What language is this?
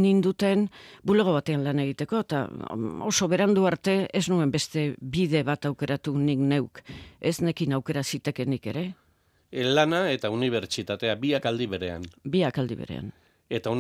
Basque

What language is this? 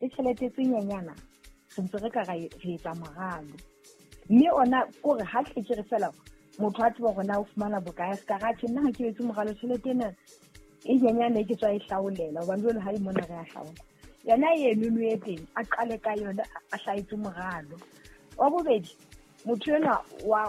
Southern Sotho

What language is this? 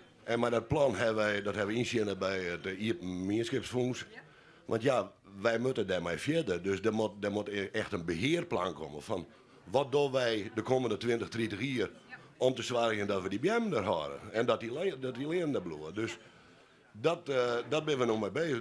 Western Frisian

